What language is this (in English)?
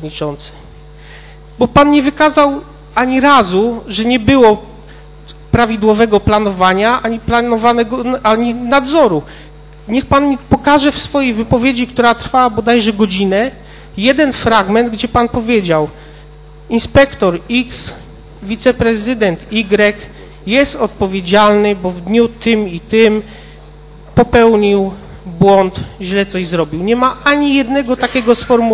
Polish